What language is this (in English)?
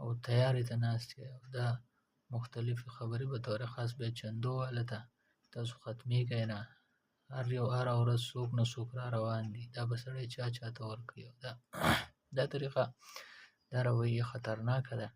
Pashto